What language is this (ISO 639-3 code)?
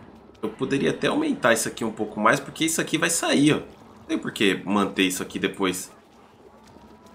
por